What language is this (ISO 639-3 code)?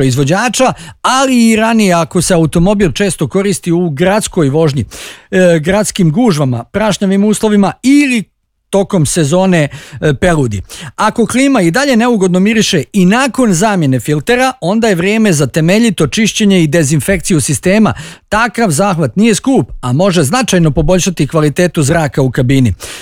bos